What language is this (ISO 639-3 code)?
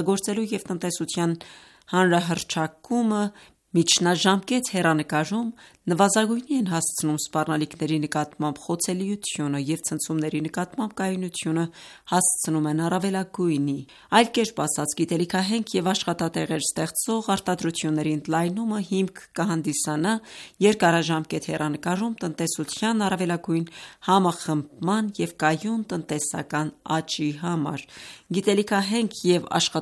hye